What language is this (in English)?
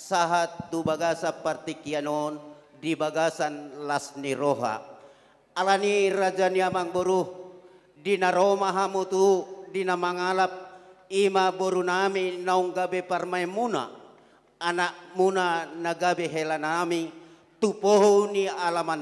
Batak Toba